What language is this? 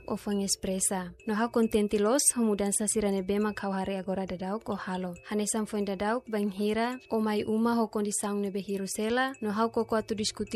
Tetum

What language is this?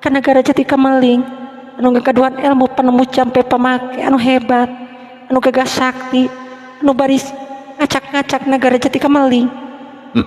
Sundanese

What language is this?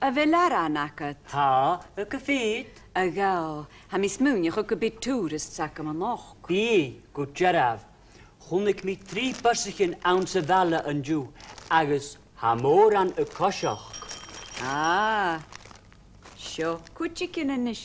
Scottish Gaelic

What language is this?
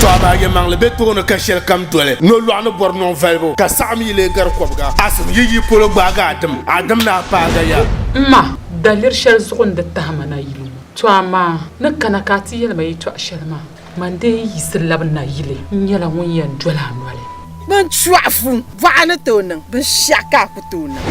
Dagbani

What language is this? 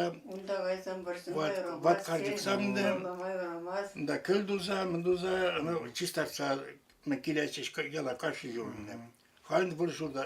Chuvash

